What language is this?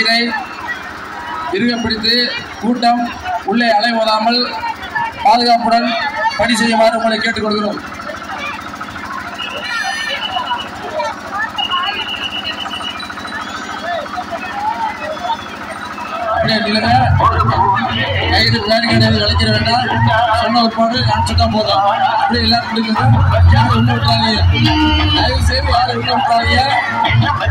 Tamil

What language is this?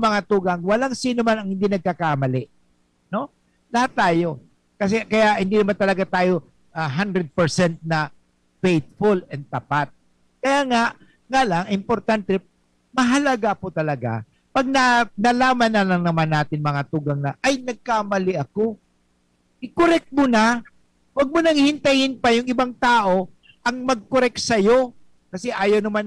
Bikol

